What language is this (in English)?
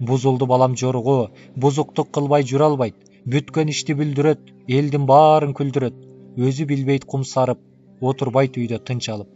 Kyrgyz